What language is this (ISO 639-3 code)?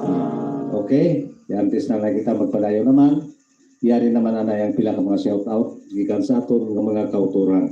hil